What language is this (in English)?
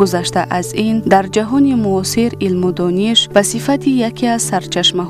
Tajik